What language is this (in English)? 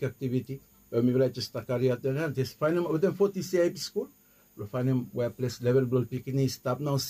Bislama